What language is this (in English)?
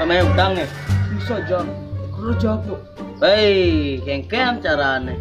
Balinese